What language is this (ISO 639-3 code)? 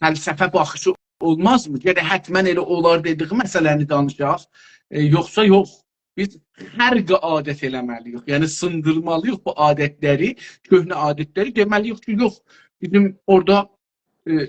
azb